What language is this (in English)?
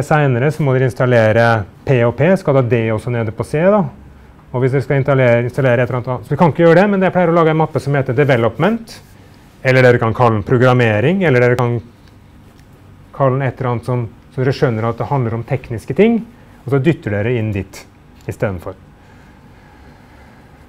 Norwegian